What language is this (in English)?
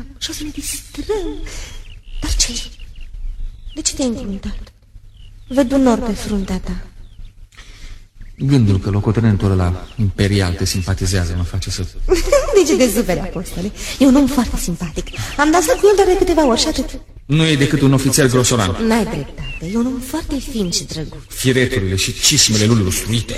Romanian